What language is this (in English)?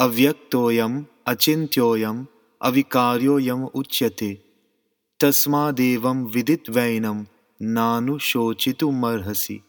Sanskrit